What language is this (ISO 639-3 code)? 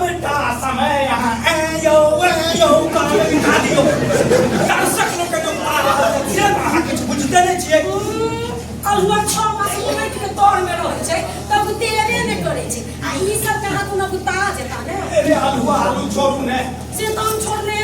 mai